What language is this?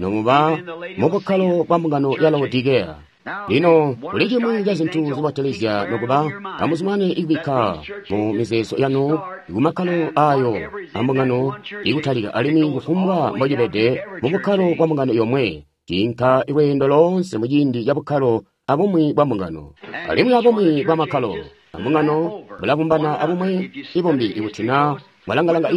Tonga (Zambia)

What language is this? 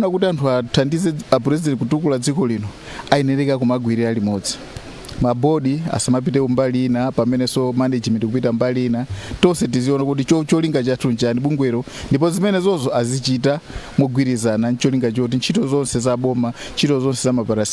Nyanja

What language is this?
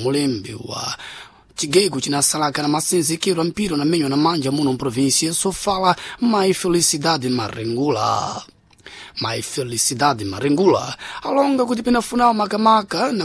Sena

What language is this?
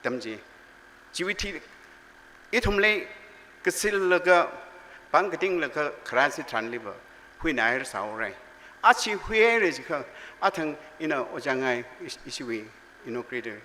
Tangkhul Naga (India)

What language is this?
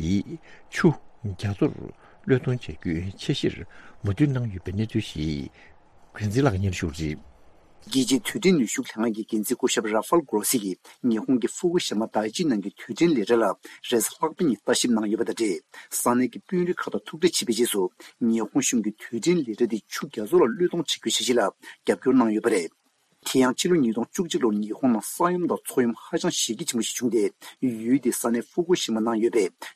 Tibetan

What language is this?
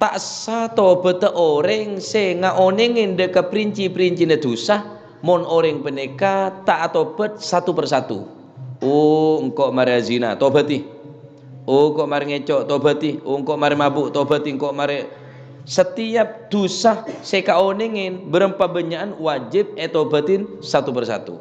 Madurese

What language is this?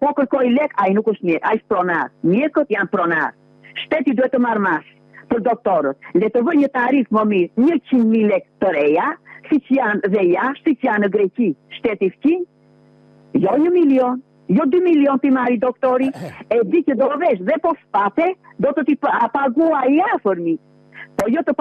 Albanian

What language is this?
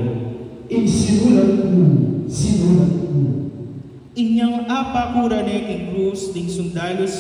Pampanga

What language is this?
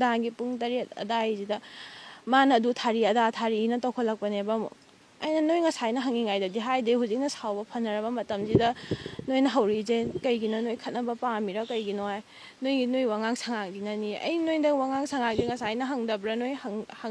Manipuri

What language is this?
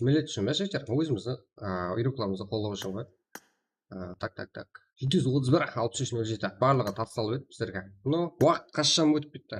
Kara-Kalpak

